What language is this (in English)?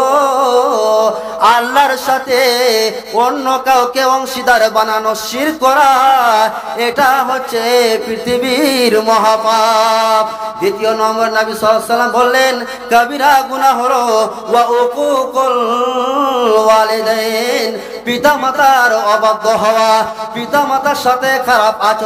Bangla